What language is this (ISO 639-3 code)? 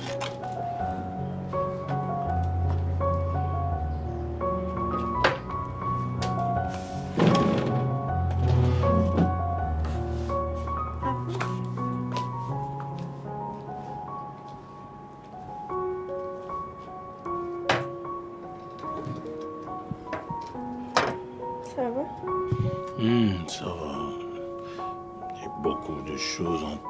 fra